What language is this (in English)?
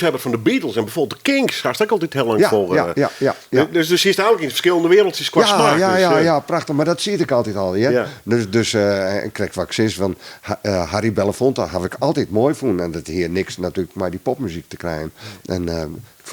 Western Frisian